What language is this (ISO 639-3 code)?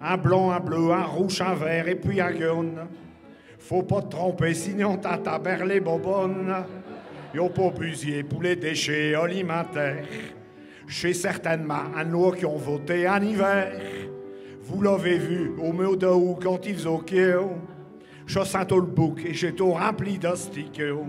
pcd